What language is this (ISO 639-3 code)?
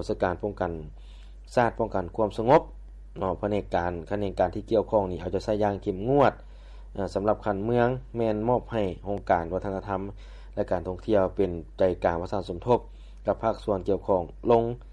lao